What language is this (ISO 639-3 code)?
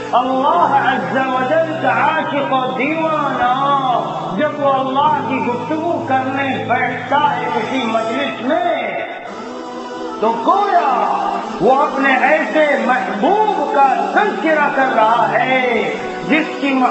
urd